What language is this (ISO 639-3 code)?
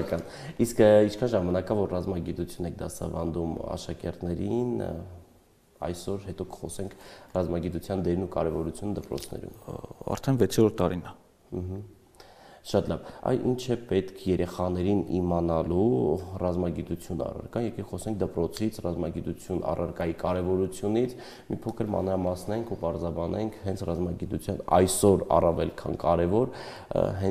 hye